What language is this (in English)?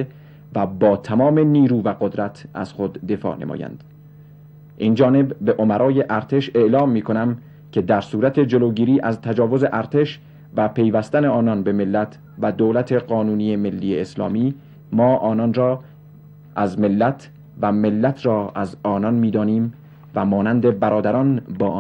Persian